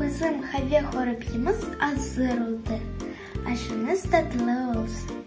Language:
Crimean Tatar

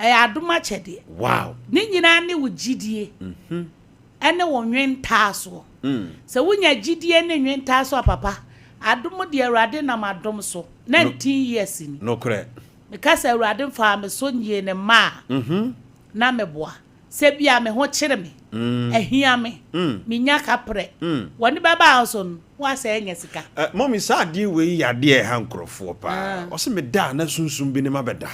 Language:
Akan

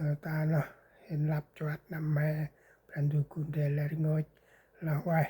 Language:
Central Mnong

